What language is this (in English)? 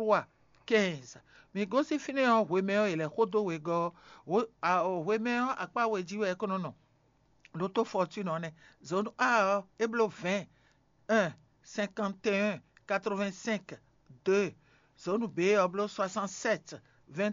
Fon